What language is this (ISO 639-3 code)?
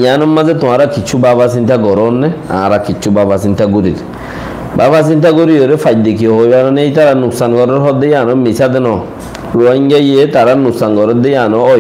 rhg